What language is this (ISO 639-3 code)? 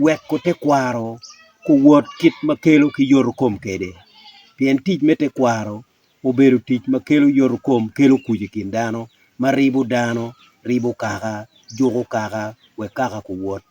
ach